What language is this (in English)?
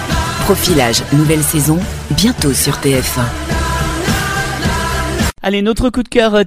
French